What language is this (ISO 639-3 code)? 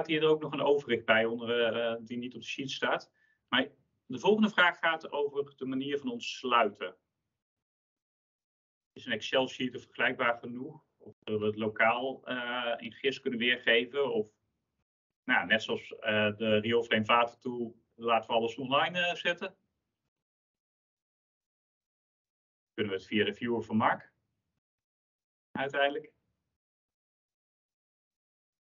nld